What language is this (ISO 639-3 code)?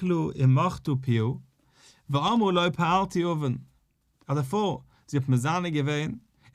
yid